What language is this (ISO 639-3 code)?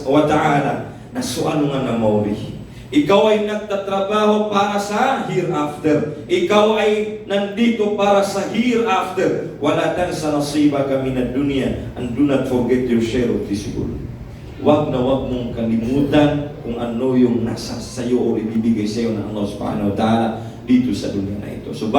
mrw